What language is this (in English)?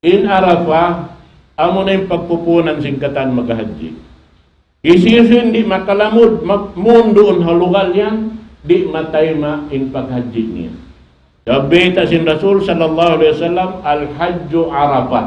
Tausug